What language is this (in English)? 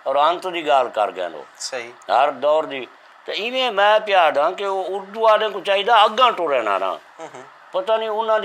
Saraiki